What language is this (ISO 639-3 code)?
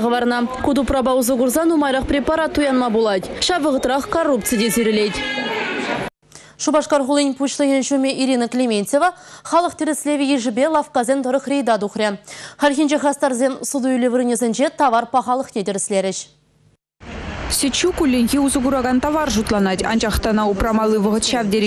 chv